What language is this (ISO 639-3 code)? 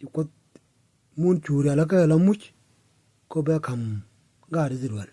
nus